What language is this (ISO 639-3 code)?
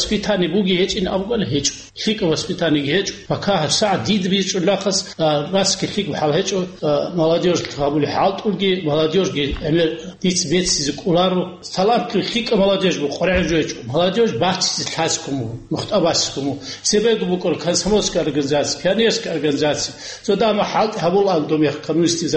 ava